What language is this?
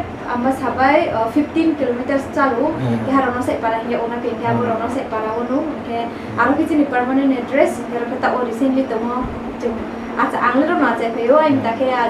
Riang (India)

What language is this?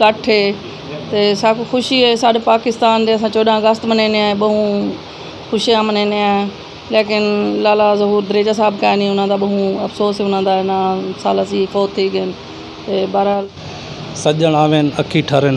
Saraiki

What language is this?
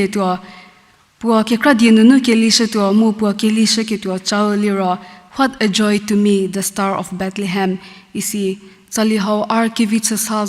Angami Naga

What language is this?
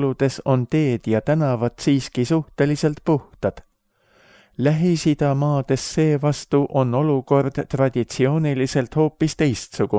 Estonian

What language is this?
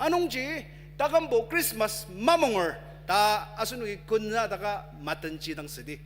Ao Naga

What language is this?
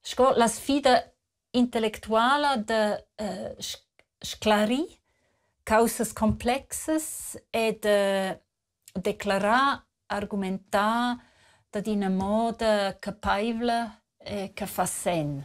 Romansh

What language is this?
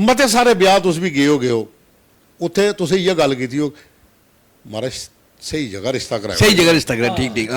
Dogri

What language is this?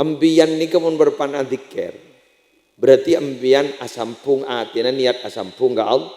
Madurese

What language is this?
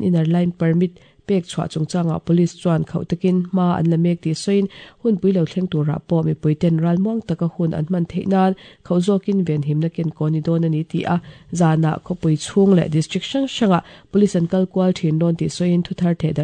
Mizo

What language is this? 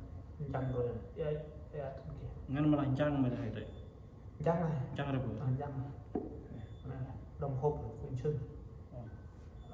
Central Mnong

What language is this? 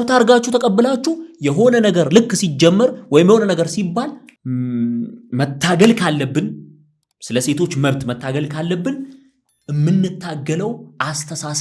Amharic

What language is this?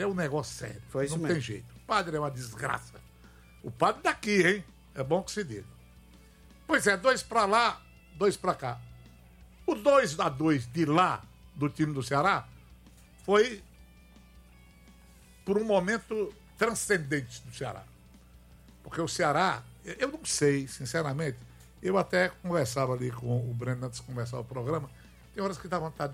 Portuguese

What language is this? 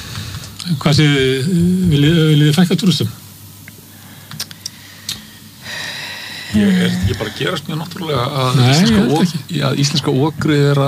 Icelandic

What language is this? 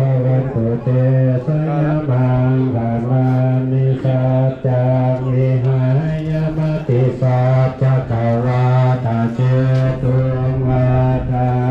Pali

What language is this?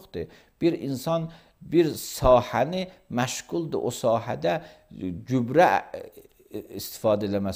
Azerbaijani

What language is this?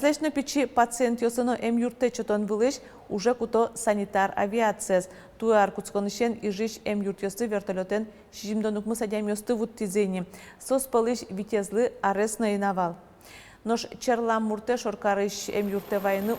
Udmurt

